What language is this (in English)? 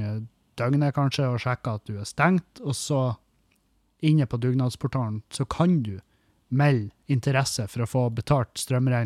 Norwegian